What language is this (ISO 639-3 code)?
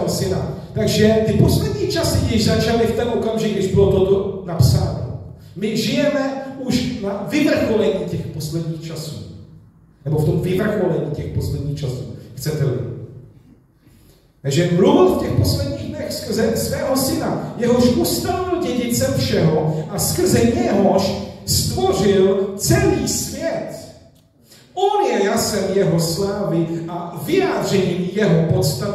ces